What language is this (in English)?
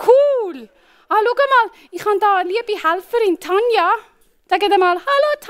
Swiss German